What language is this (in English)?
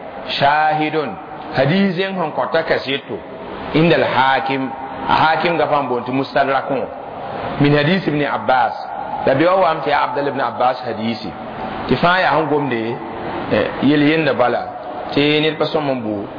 Mossi